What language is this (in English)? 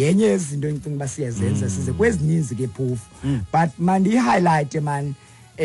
Xhosa